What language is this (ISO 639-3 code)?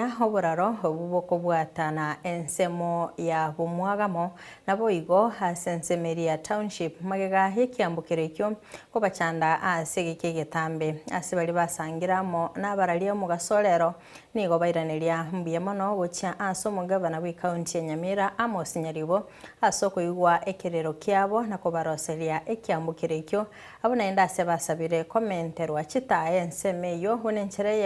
guz